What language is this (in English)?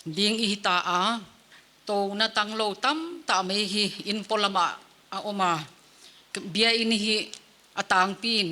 Paite Chin